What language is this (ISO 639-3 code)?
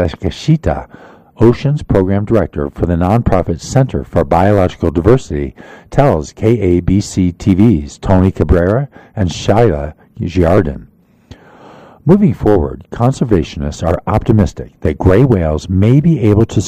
eng